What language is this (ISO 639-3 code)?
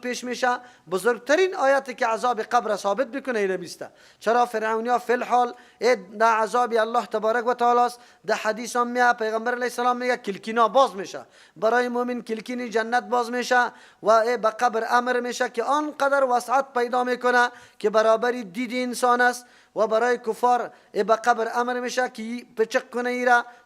fas